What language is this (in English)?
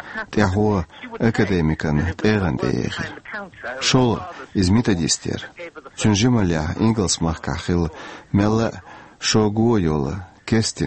Chechen